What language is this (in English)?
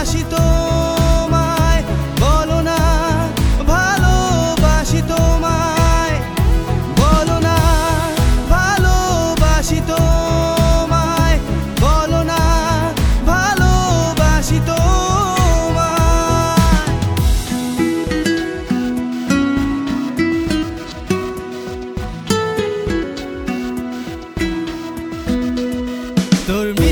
Bangla